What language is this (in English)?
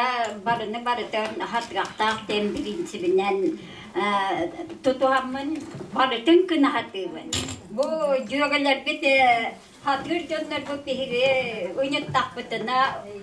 Yakut